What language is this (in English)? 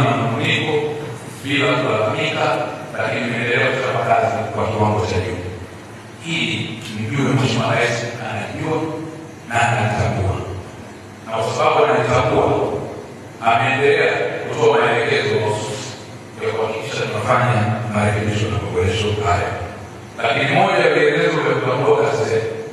Swahili